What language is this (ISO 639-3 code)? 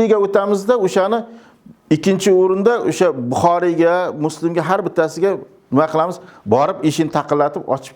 uzb